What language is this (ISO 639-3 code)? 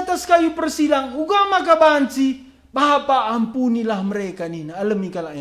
btx